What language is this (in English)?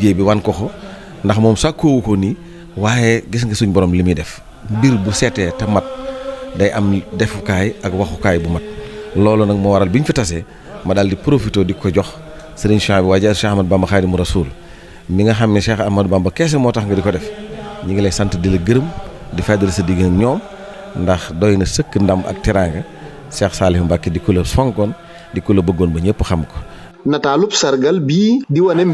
Wolof